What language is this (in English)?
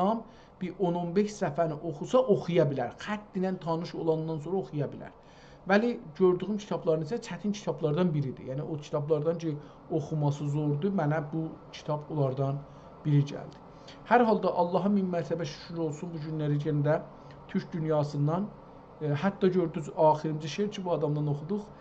South Azerbaijani